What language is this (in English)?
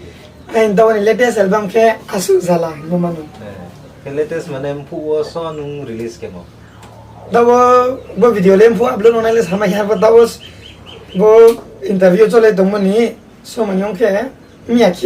Riang (India)